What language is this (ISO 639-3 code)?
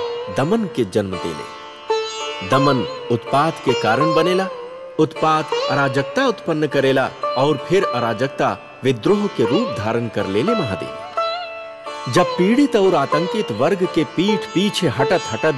bho